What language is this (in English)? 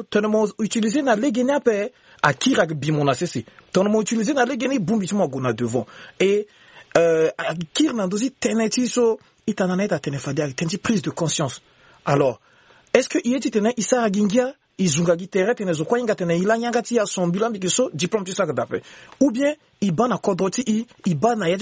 Sango